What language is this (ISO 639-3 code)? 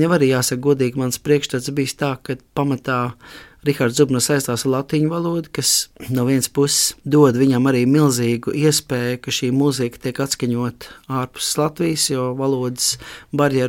lav